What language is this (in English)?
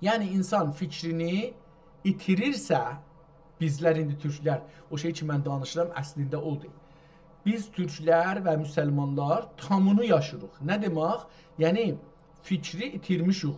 South Azerbaijani